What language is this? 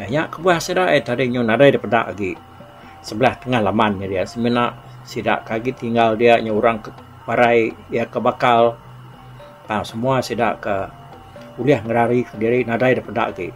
Iban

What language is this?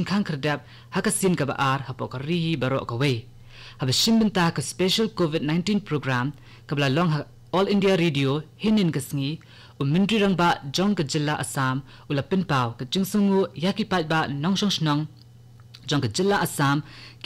Khasi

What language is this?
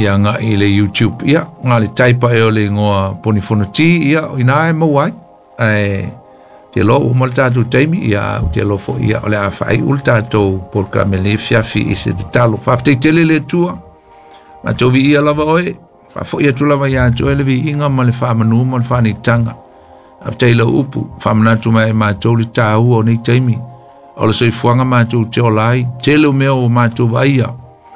Samoan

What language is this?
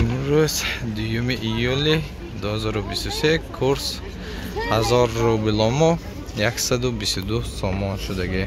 Tajik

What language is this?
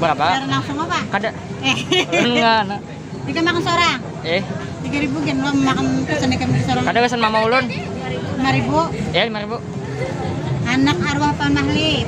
Banjar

